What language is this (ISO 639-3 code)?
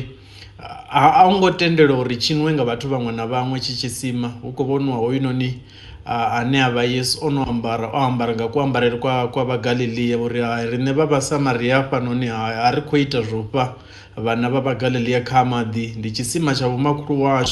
ven